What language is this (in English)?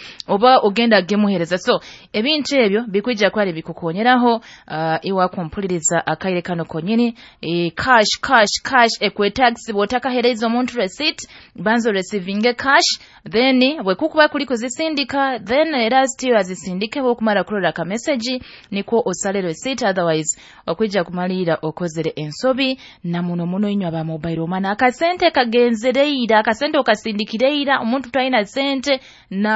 Nyoro